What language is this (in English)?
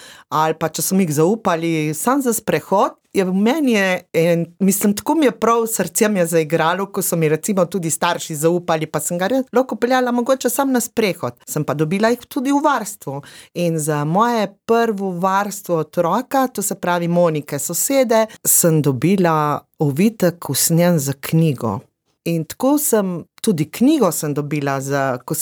Slovenian